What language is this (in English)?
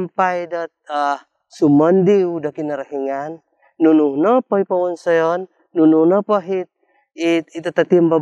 Central Dusun